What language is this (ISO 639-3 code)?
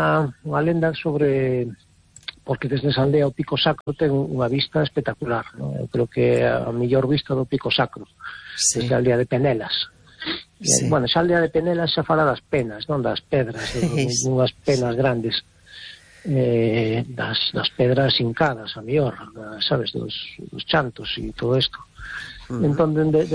glg